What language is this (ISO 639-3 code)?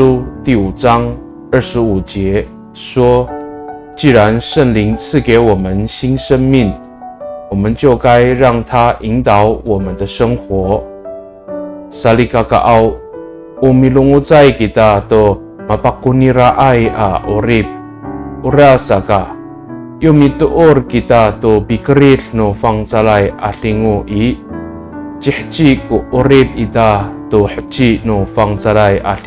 ami